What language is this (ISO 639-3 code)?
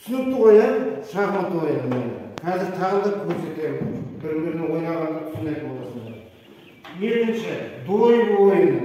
kaz